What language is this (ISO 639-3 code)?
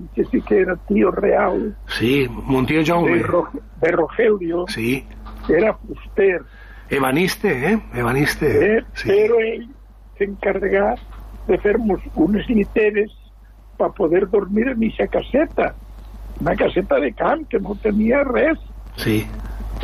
cat